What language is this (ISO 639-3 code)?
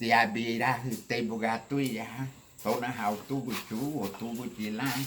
cab